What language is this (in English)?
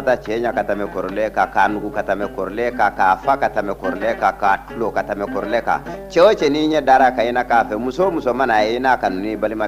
Bambara